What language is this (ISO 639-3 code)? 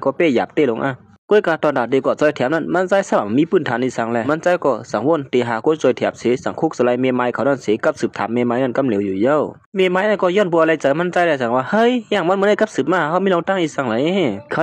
shn